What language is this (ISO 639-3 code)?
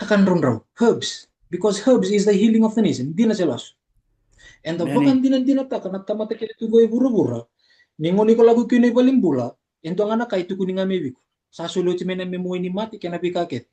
fij